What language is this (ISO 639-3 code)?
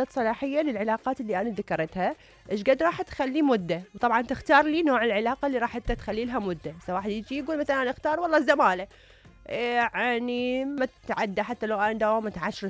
acm